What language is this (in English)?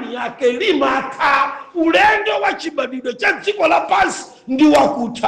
Nyanja